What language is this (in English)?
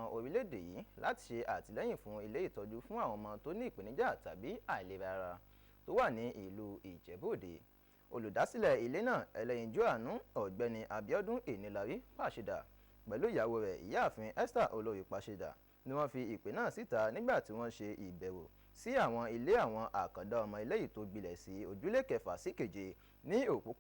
Yoruba